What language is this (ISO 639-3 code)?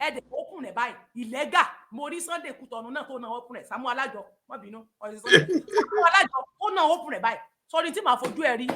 yor